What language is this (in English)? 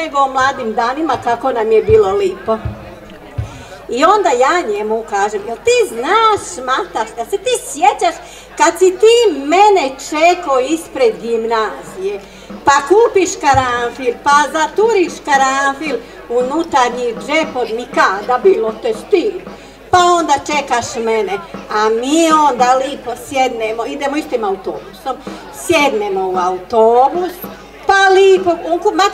Croatian